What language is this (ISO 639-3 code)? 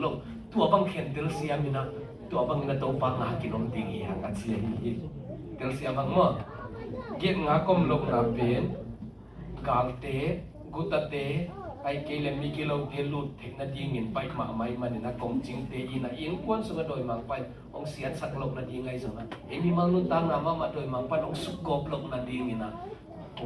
ctd